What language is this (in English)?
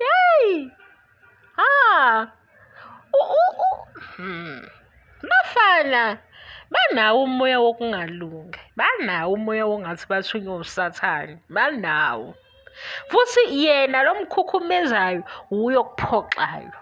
Zulu